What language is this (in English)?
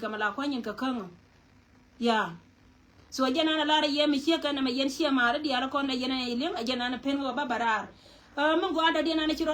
Nuer